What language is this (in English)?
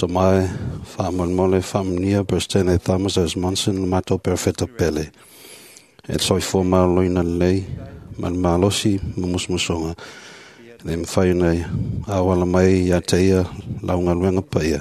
Samoan